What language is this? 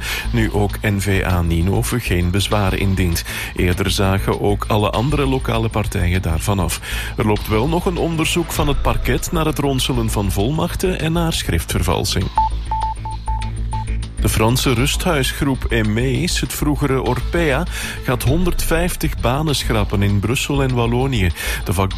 Dutch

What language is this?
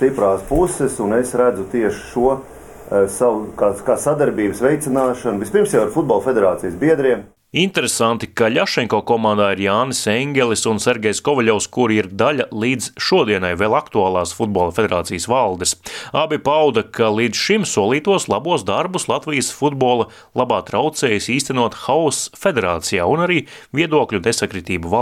Latvian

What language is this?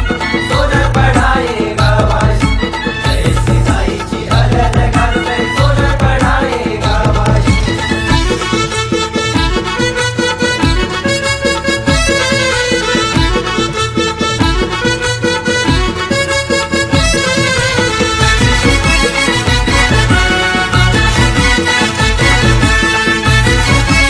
Marathi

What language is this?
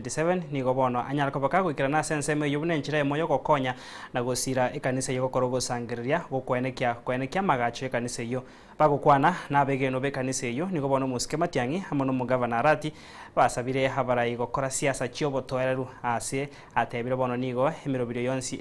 Gusii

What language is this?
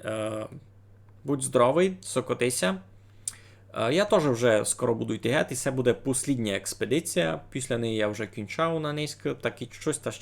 Rusyn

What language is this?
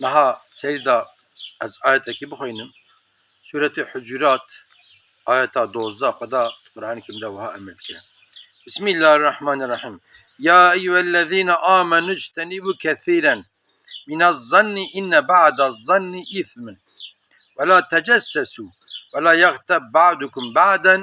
Kurdish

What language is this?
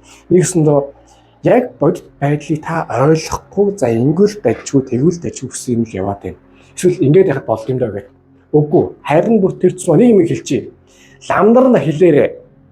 Mongolian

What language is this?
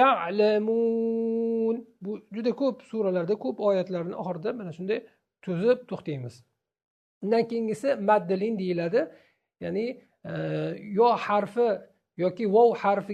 Uzbek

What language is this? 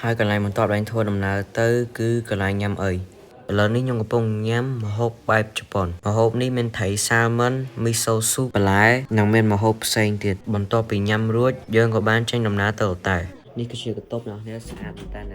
Khmer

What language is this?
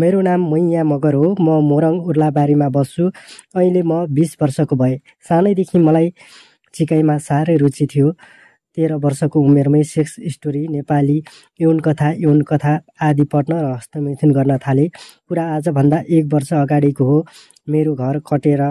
Nepali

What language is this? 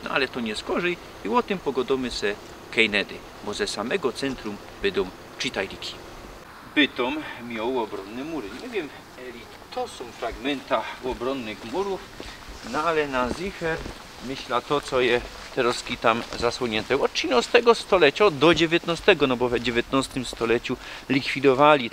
Silesian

